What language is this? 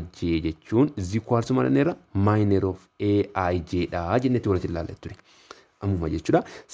Oromo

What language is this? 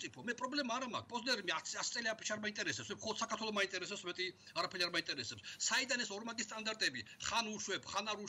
Georgian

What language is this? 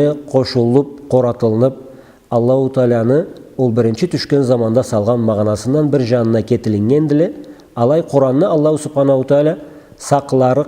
Karachay-Balkar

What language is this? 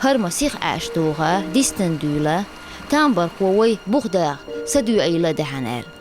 Chechen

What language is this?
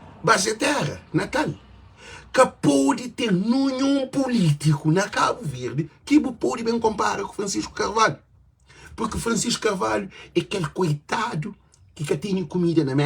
Kabuverdianu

